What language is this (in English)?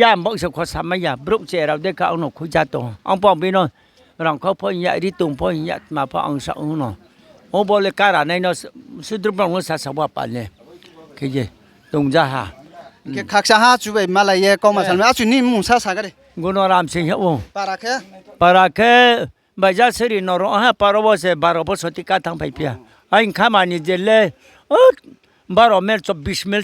Riang (India)